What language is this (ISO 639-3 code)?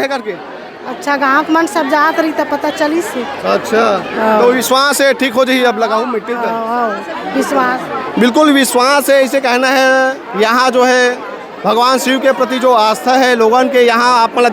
hne